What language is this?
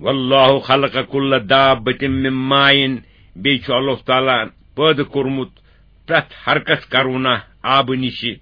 Kashmiri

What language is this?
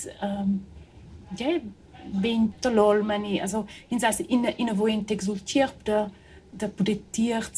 Romansh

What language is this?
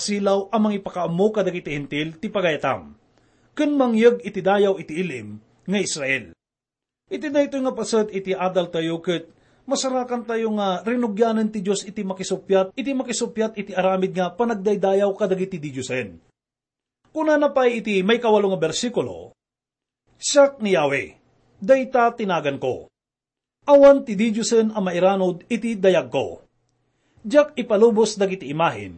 Iloko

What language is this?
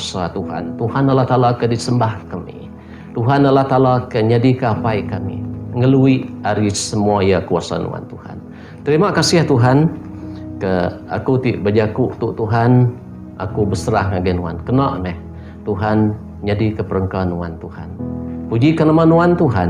Iban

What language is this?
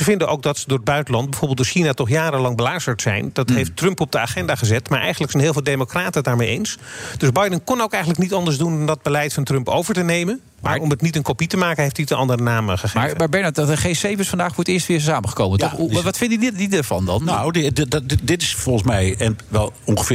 Dutch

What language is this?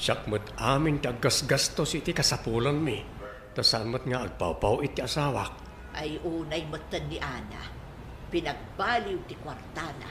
Iloko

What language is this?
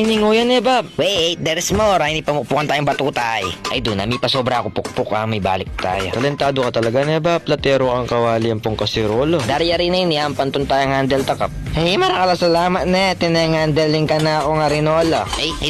Pampanga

